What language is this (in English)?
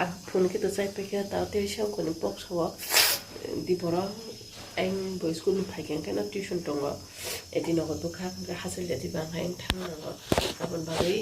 Kok Borok